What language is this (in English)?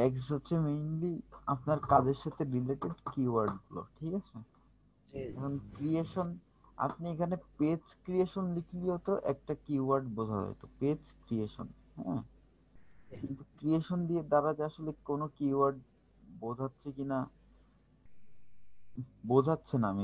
Bangla